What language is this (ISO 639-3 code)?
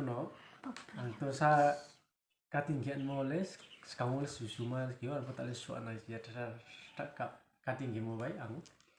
ria